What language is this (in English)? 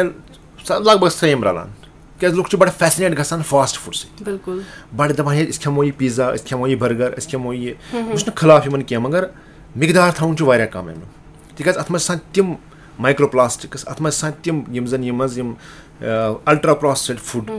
Kashmiri